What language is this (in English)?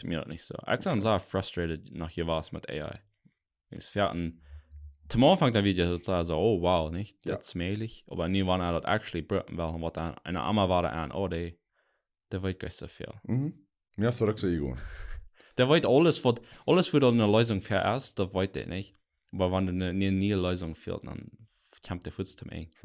Plautdietsch